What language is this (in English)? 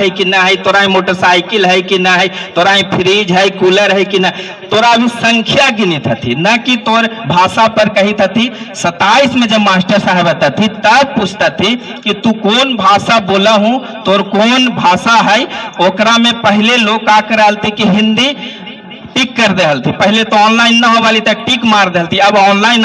Magahi